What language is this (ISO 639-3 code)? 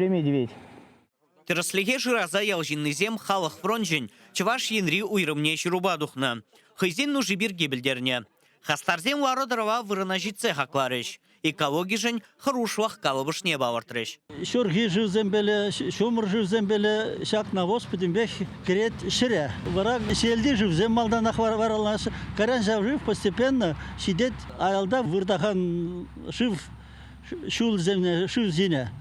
chv